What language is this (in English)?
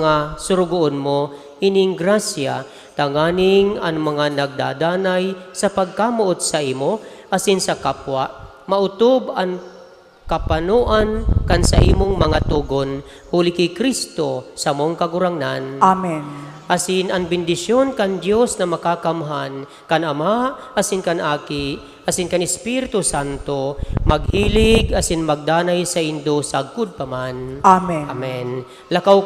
Bikol